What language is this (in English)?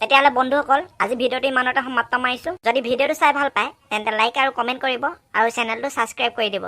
Assamese